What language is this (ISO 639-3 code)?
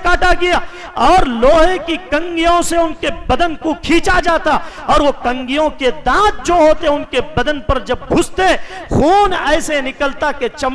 urd